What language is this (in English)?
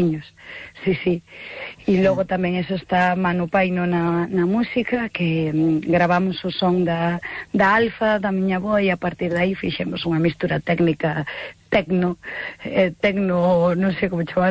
Galician